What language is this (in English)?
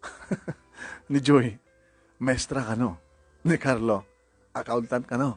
Iloko